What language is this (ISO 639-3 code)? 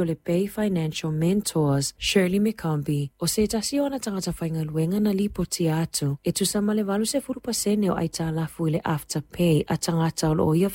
smo